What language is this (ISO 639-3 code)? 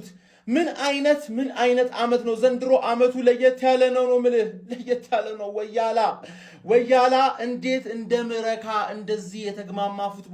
amh